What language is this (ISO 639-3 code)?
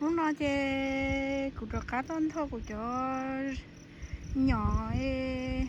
hmn